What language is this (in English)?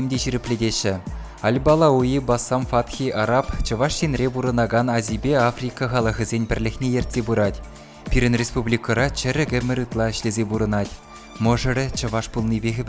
Chuvash